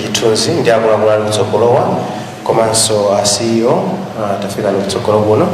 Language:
Nyanja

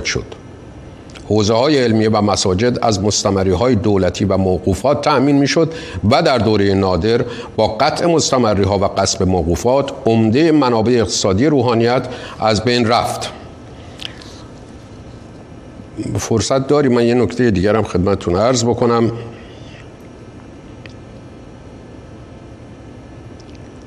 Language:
Persian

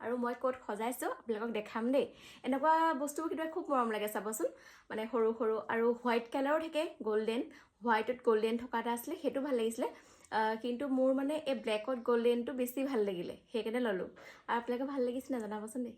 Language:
Assamese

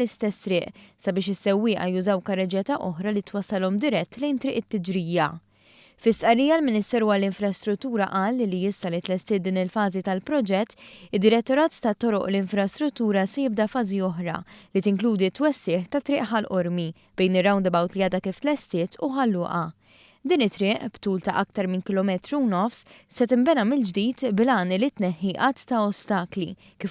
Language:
Maltese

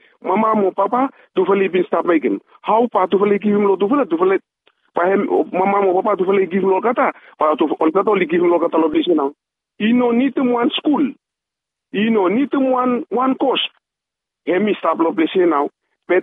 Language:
Bislama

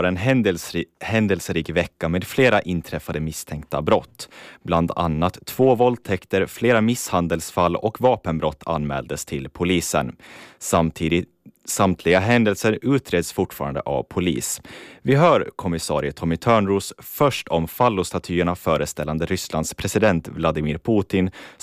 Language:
Swedish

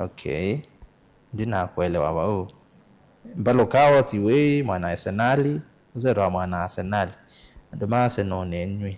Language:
Kamba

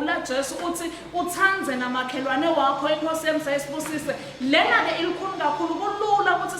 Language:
Swati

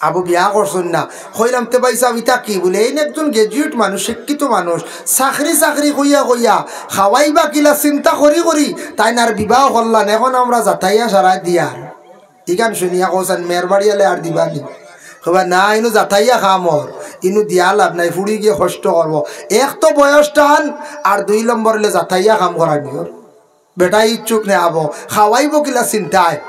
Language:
Sylheti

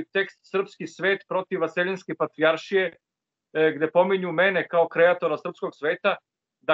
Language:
Serbian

